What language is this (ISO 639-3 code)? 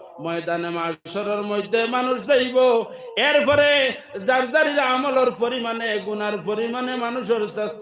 syl